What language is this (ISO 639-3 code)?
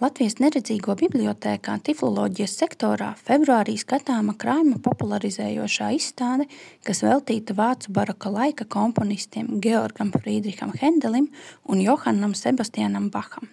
lav